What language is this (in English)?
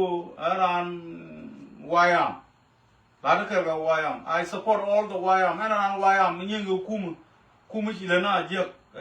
Nuer